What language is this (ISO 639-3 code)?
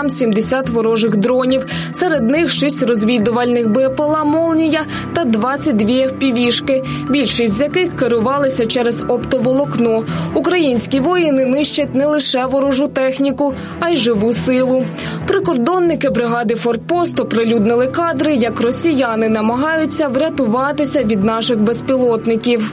ukr